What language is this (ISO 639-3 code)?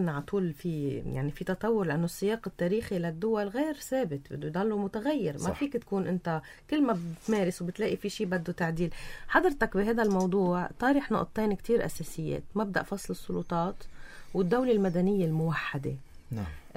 apc